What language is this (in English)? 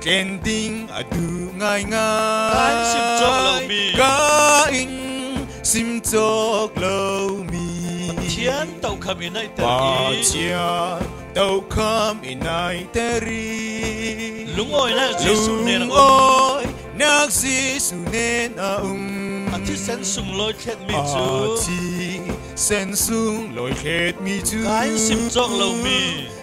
Falam Chin